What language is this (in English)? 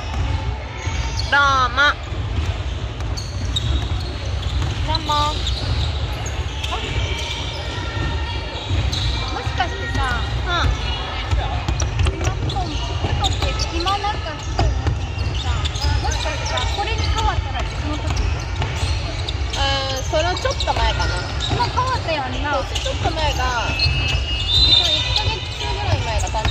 Japanese